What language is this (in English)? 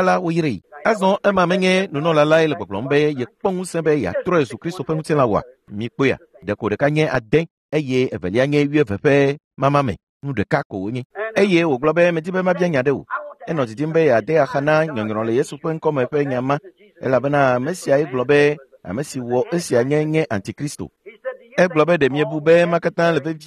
Ewe